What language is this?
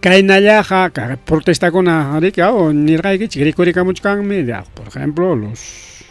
Ayacucho Quechua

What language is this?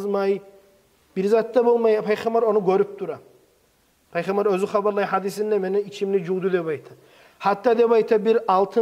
Kumyk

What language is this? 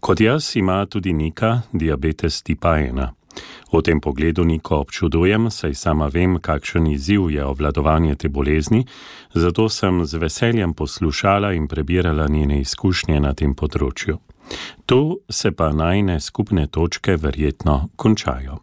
Slovenian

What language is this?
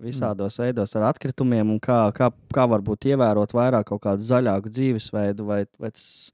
Latvian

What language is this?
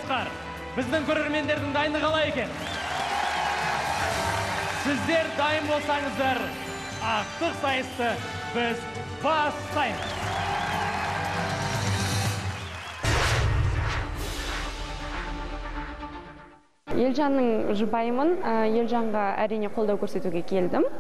Kazakh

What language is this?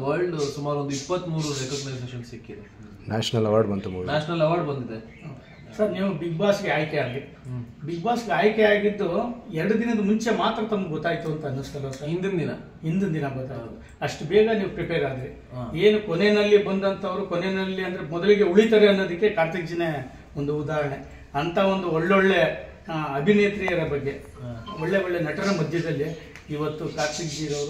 Kannada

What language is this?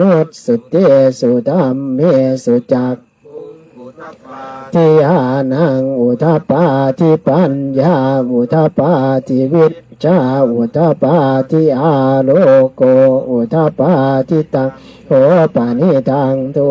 Pali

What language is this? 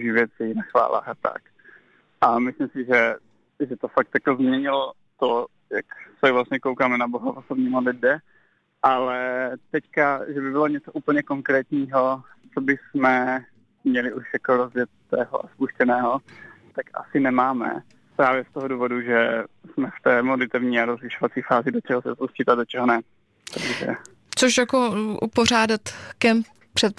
Czech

